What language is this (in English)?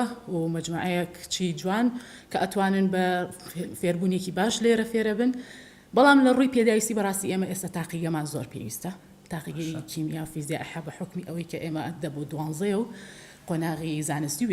Central Kurdish